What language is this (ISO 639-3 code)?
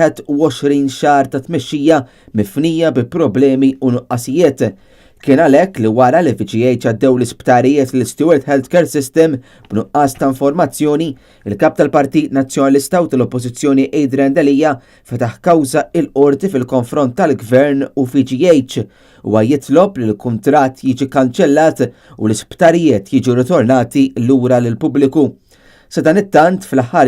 mlt